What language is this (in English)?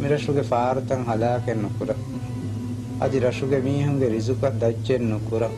Divehi